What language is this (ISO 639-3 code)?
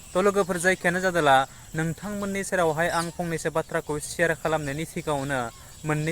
brx